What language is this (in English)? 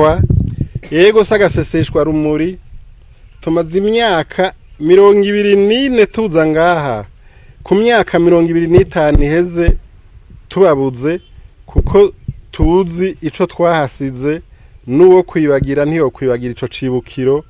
Rundi